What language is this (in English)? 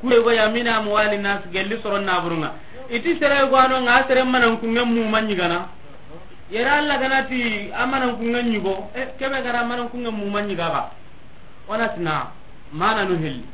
Soninke